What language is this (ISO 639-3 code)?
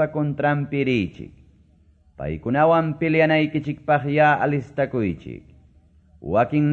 que